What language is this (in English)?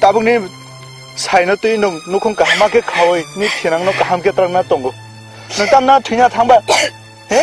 Kok Borok